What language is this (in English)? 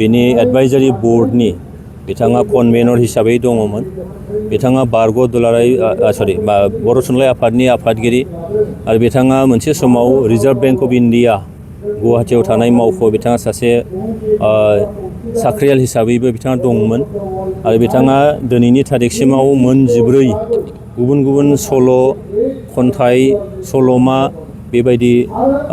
Bodo